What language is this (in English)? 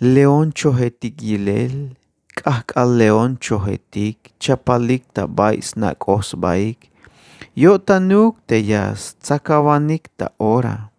Tzeltal